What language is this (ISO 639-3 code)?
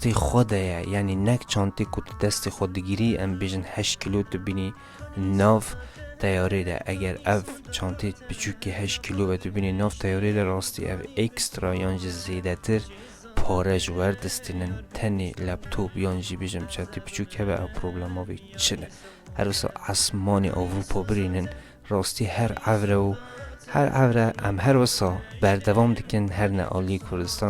kur